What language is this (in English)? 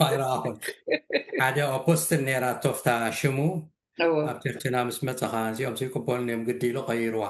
Tigrinya